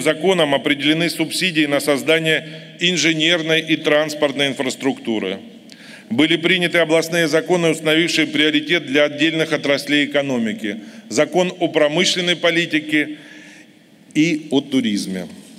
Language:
Russian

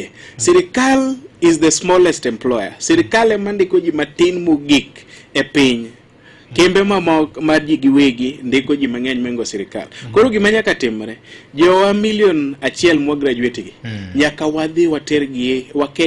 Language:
Luo (Kenya and Tanzania)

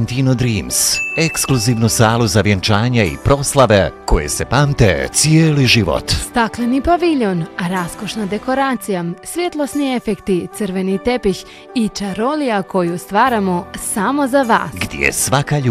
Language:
Croatian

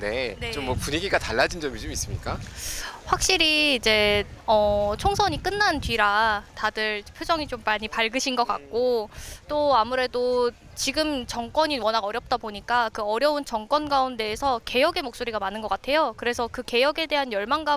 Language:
Korean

